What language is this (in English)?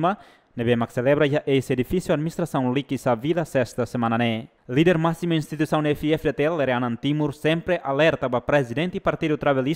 Tetum